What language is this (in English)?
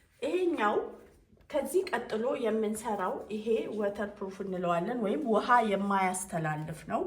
Amharic